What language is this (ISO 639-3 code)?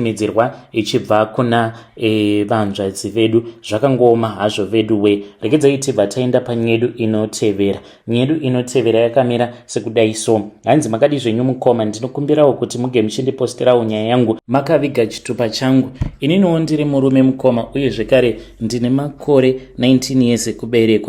sna